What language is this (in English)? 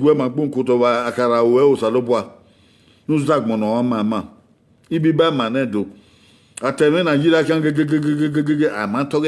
Bini